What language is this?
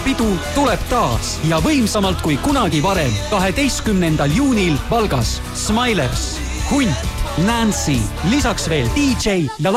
Estonian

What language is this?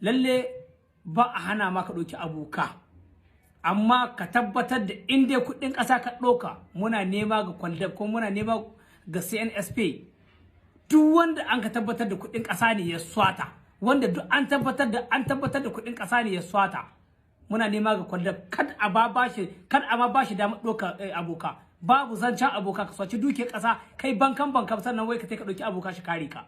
Hausa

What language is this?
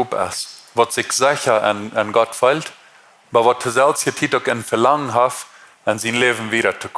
Plautdietsch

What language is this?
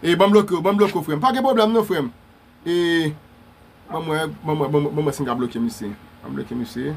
Haitian Creole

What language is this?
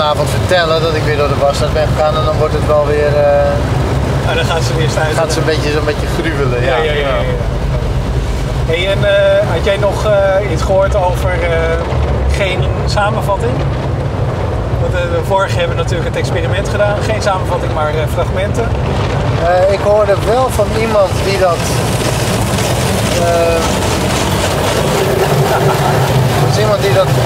Dutch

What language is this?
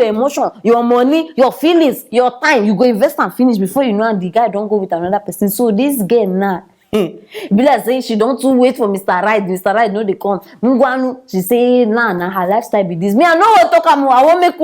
Nigerian Pidgin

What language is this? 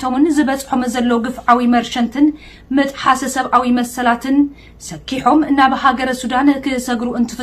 Tigrinya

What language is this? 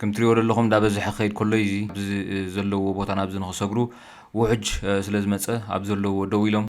Tigrinya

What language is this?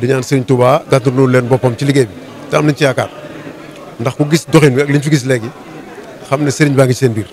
Wolof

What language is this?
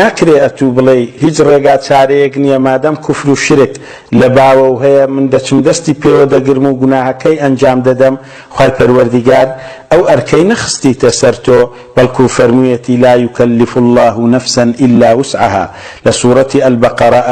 Central Kurdish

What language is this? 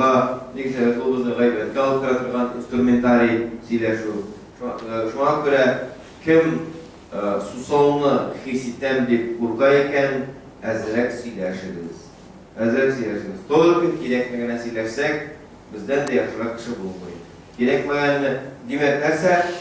Tatar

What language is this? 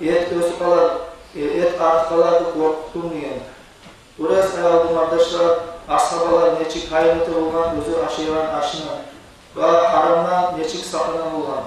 Kumyk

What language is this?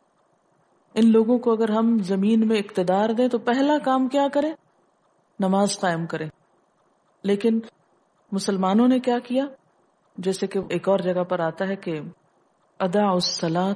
Urdu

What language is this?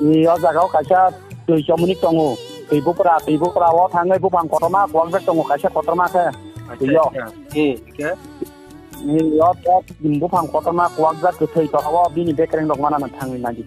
Kok Borok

